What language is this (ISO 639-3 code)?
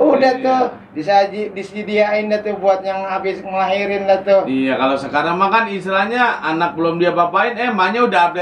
bew